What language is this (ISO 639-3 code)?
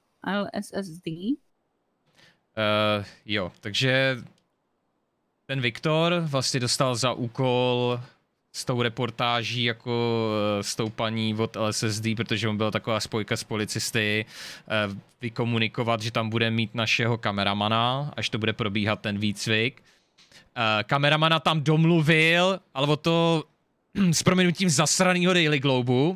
ces